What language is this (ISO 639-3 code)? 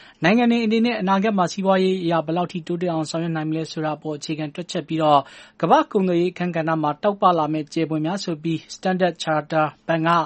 mya